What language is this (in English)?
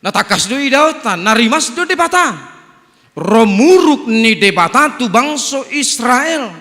Batak Toba